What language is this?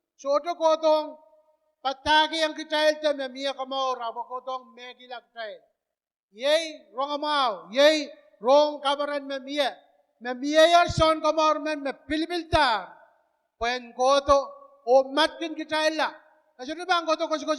Pohnpeian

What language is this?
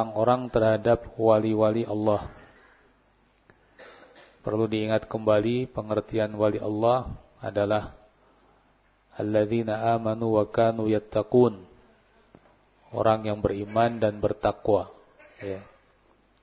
Indonesian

